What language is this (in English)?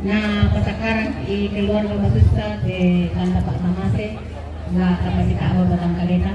Toraja-Sa'dan